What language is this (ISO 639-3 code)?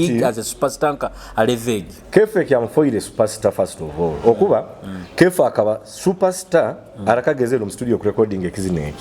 nyo